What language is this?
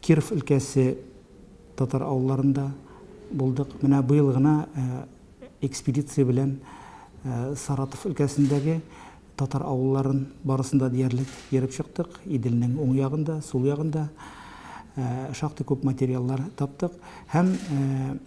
Tatar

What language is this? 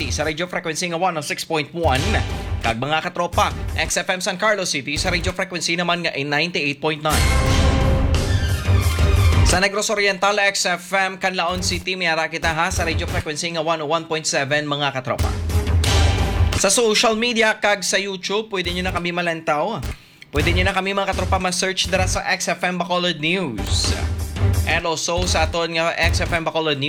Hiligaynon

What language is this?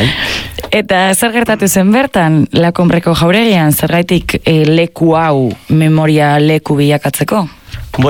Basque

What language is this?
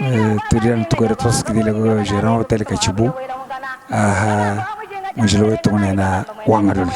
Luba-Lulua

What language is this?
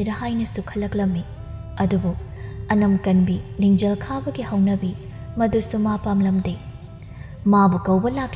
Manipuri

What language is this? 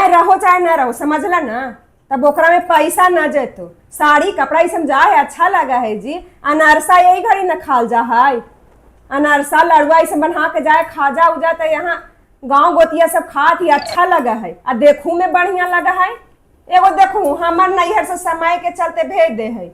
Magahi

